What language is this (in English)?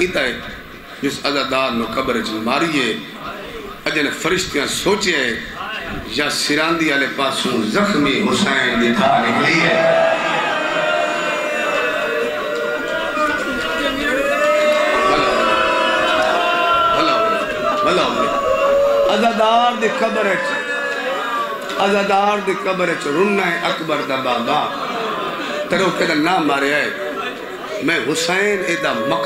Saraiki